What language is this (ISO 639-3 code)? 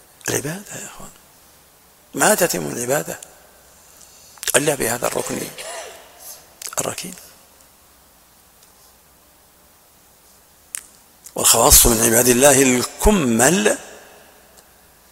ara